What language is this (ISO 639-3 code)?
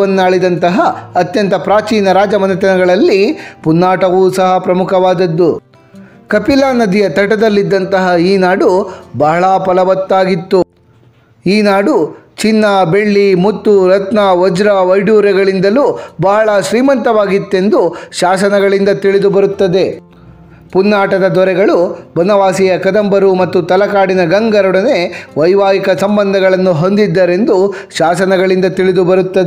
kan